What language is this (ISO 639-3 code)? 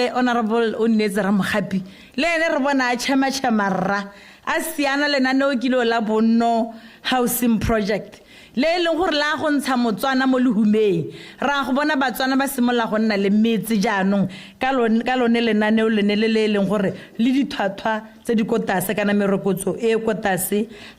tsn